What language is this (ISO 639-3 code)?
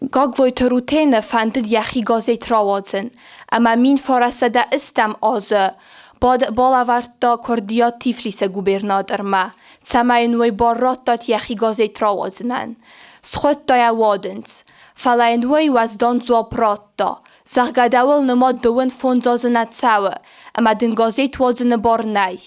oss